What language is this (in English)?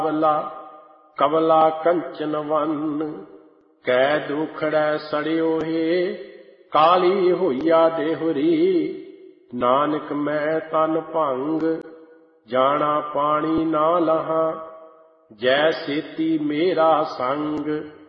Punjabi